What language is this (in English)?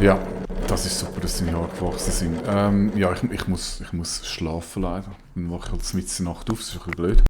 Swiss German